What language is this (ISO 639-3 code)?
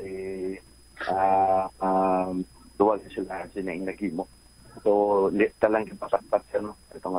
hil